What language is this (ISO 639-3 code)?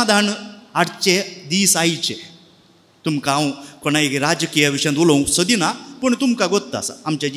kok